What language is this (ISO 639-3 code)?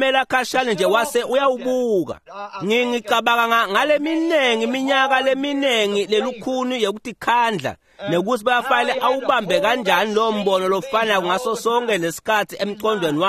ssw